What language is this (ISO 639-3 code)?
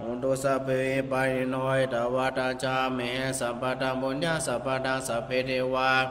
pli